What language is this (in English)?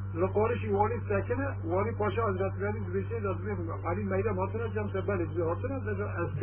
Kurdish